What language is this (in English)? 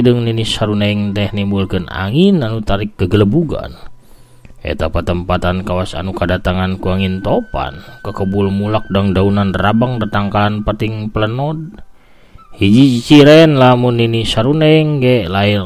Sundanese